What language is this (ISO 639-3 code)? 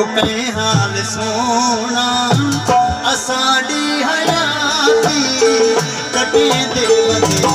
skr